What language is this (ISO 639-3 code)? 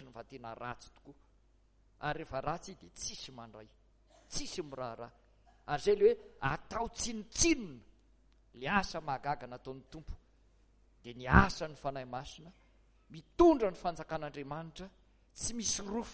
mlg